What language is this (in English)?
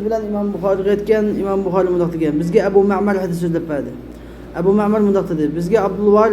Uyghur